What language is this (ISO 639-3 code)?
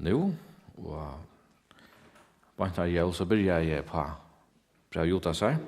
fao